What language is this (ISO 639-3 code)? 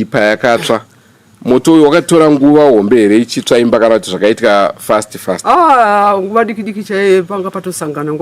sna